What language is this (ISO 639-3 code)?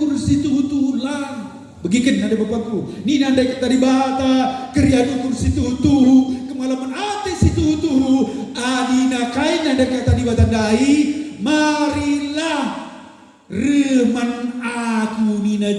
btx